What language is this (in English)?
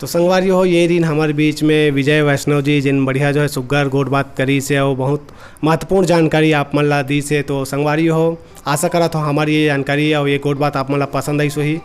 Chhattisgarhi